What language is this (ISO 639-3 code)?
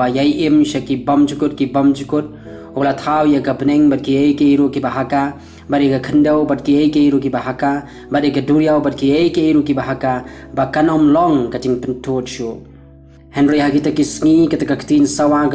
kha